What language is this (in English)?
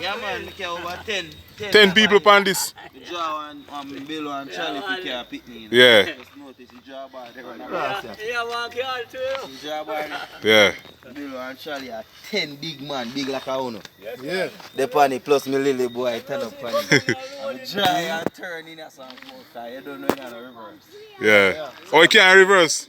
Jamaican Creole English